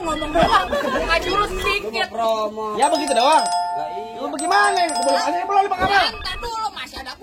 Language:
Betawi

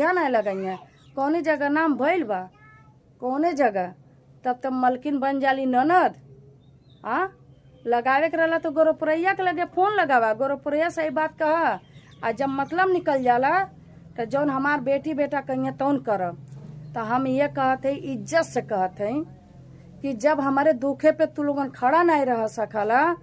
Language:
Bhojpuri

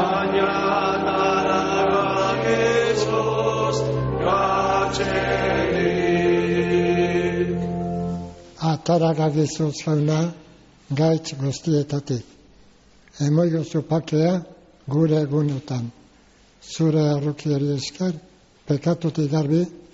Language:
Basque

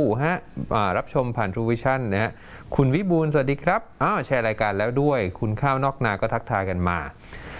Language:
Thai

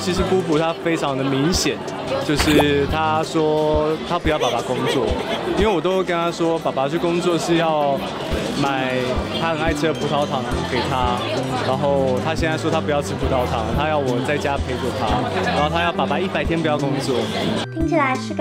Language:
Chinese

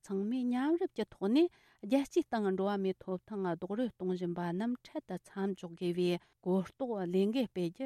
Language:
Tibetan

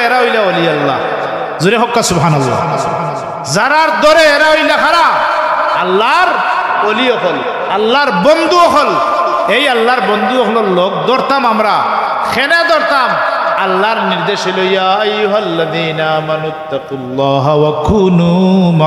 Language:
Sylheti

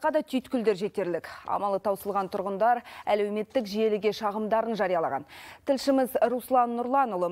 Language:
Kazakh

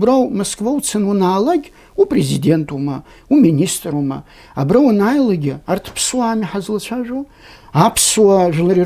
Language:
Abkhazian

